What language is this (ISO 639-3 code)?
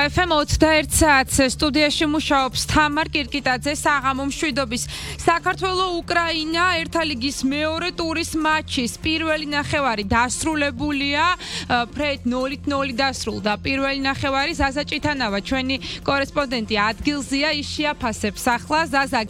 kat